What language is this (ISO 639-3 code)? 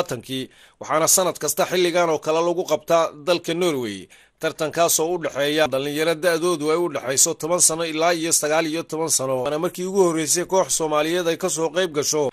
som